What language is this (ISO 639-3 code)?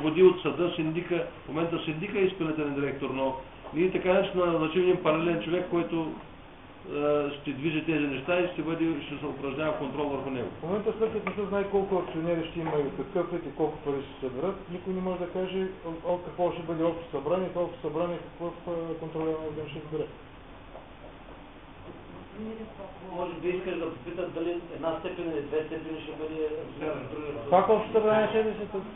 bul